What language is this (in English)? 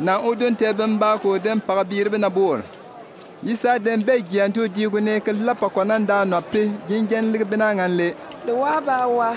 Bimoba